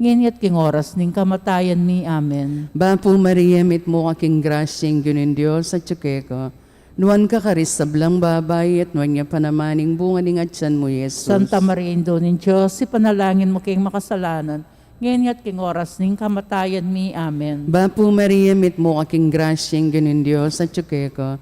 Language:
Pampanga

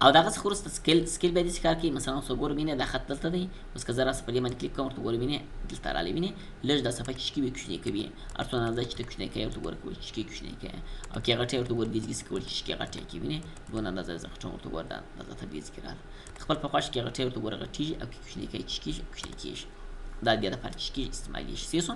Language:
Pashto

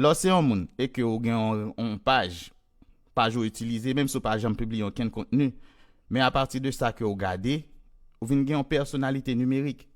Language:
Haitian Creole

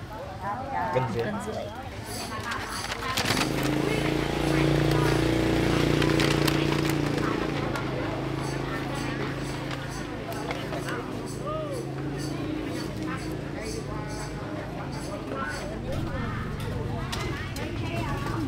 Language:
Vietnamese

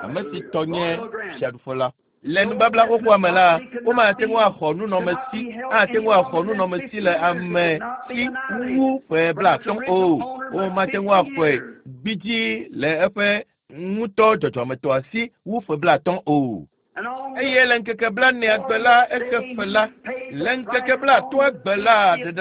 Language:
Ewe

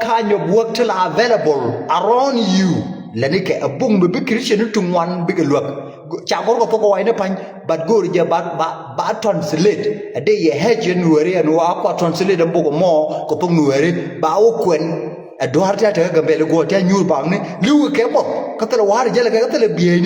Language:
Nuer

